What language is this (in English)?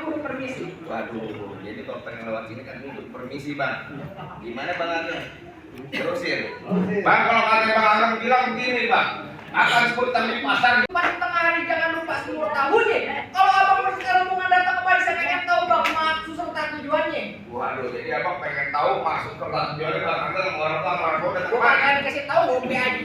Betawi